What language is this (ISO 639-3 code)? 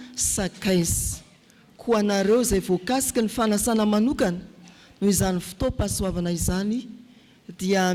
mlg